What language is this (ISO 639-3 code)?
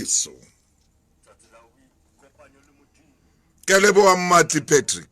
sot